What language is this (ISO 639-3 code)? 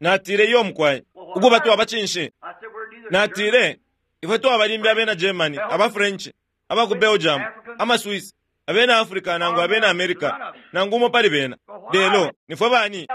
bem